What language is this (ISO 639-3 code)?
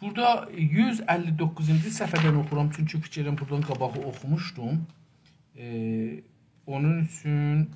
azb